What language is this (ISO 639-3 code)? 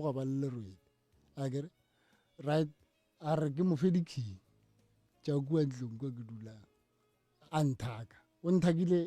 nso